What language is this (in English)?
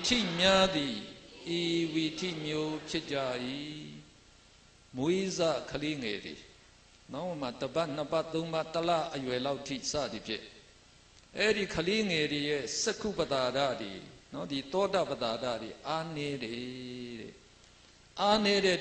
Burmese